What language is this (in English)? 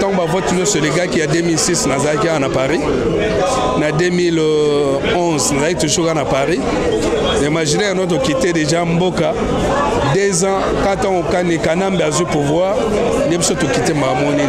Lingala